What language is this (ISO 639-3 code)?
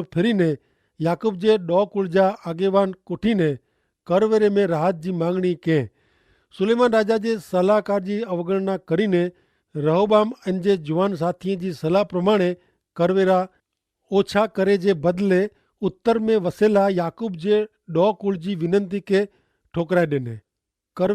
kfr